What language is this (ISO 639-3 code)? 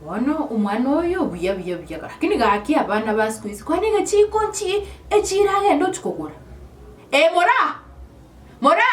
guz